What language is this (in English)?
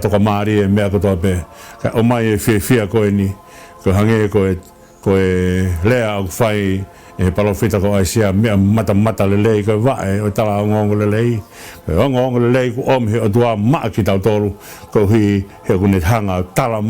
Tongan